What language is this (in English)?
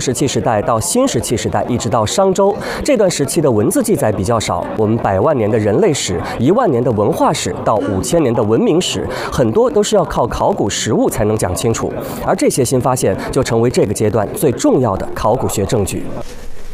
Chinese